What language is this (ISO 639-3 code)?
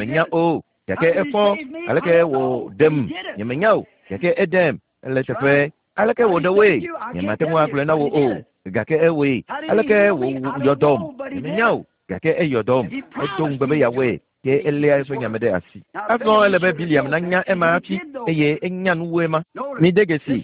ewe